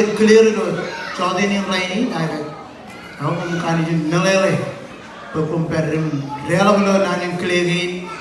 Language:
Marshallese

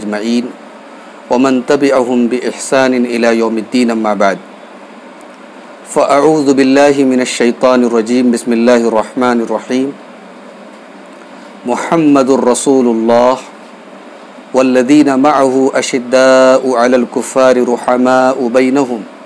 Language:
Urdu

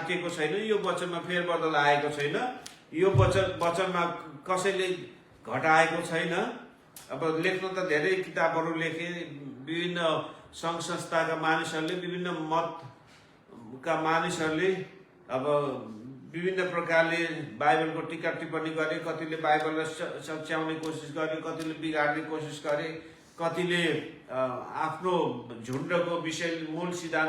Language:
Nepali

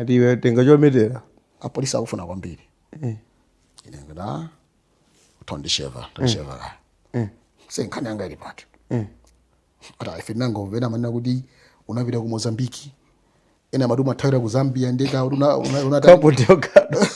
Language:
Nyanja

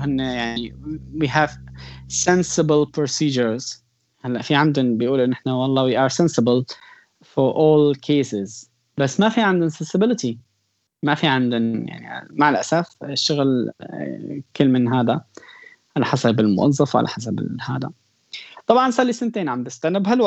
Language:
North Levantine Arabic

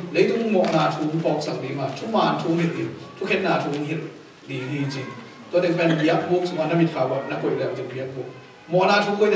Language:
Tedim Chin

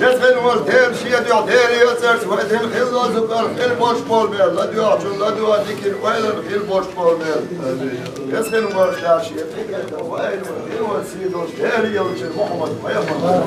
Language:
Chechen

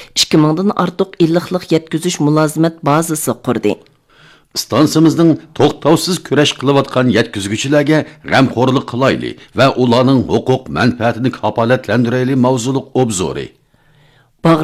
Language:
Uyghur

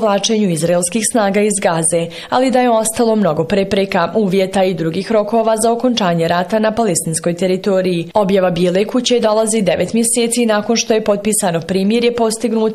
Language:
Bosnian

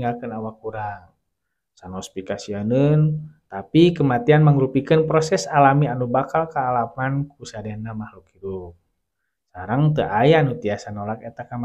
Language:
Sundanese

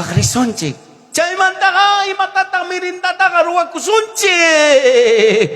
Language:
Ayacucho Quechua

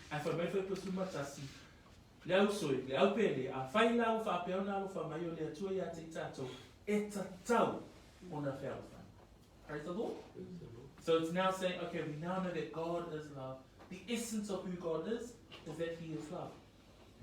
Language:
Samoan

